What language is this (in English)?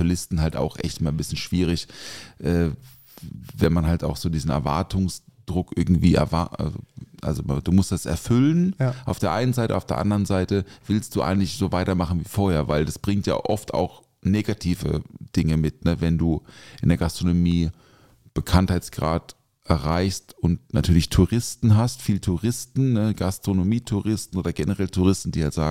German